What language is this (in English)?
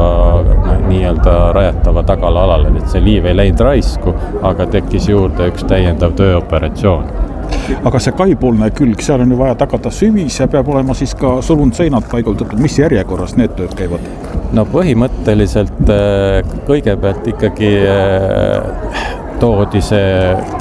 Estonian